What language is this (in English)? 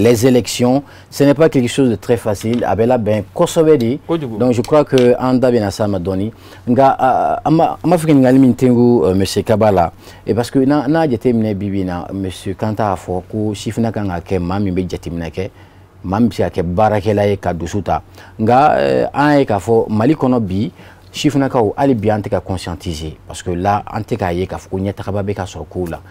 Bambara